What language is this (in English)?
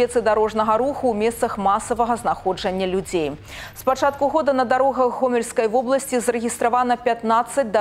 Belarusian